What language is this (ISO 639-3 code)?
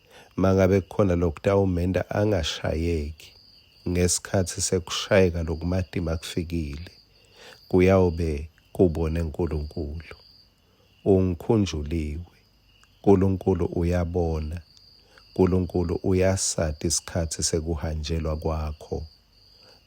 ssw